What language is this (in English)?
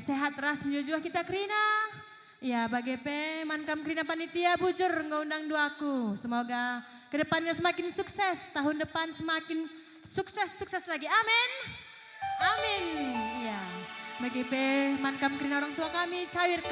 Batak Karo